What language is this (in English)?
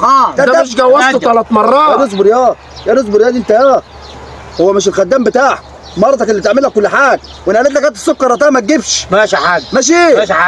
Egyptian Arabic